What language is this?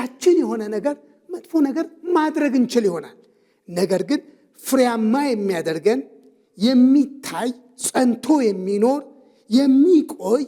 Amharic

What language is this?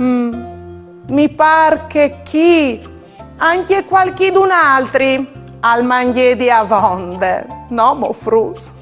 Friulian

